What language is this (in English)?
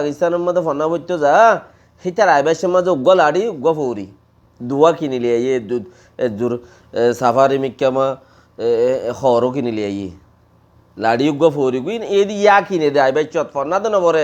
Rohingya